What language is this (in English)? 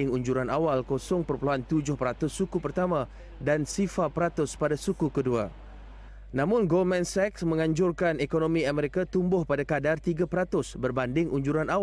Malay